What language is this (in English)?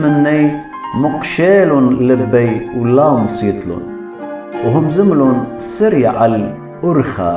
Assyrian Neo-Aramaic